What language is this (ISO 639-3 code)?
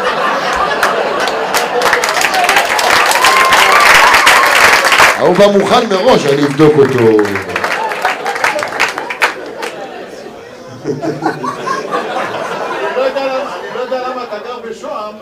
heb